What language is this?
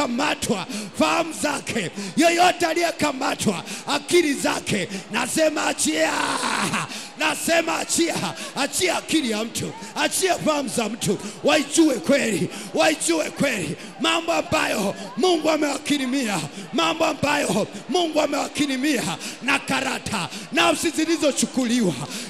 Swahili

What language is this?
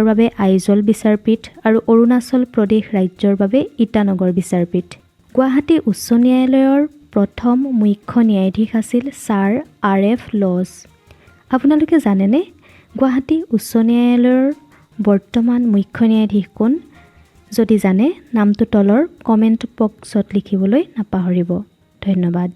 Assamese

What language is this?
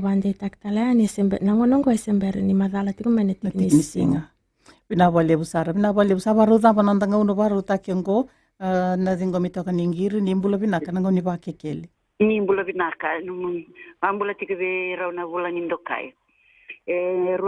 Fijian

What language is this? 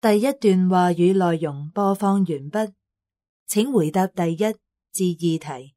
Cantonese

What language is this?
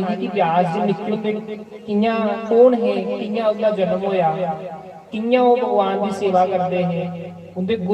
Dogri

